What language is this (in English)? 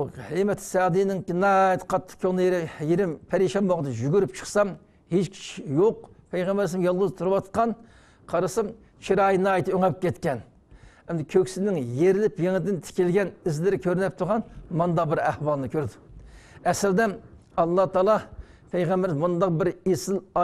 Uyghur